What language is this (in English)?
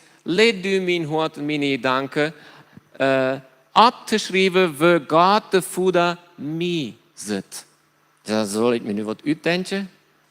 Plautdietsch